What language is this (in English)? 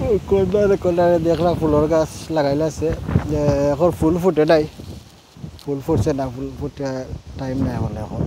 Sylheti